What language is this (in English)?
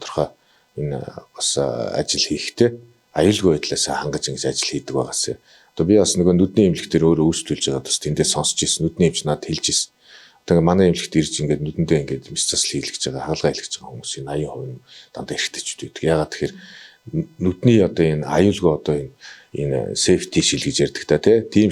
Mongolian